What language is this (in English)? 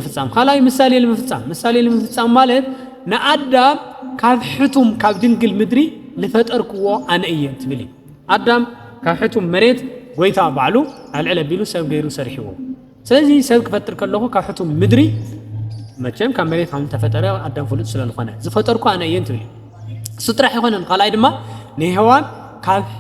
Tigrinya